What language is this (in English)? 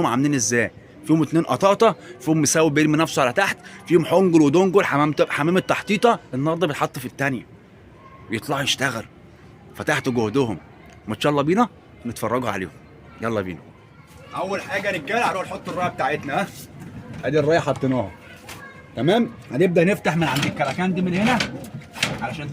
Egyptian Arabic